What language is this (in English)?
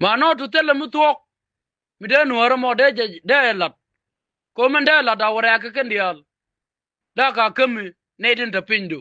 Nuer